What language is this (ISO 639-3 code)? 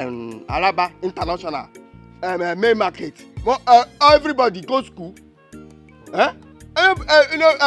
pcm